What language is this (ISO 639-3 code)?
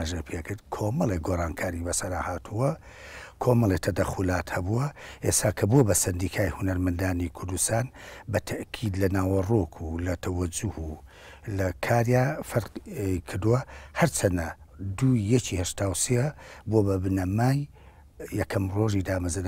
ckb